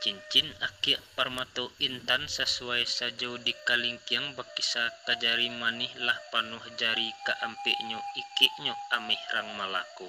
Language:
Minangkabau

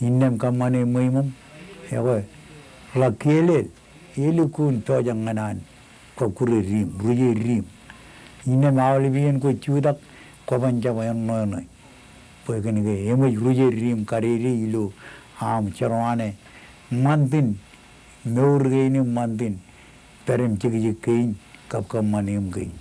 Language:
Marshallese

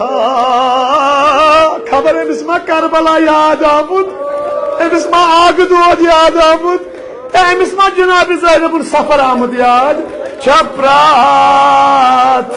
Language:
Kashmiri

